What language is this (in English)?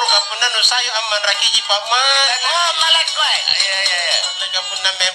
Makasar